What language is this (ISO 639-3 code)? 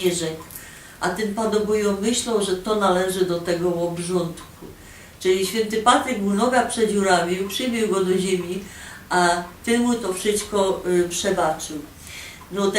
szl